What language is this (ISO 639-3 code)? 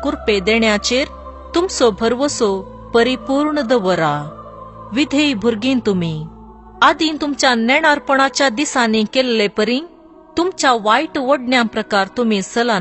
kok